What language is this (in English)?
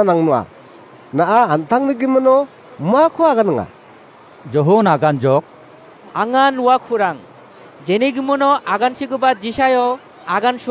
Garo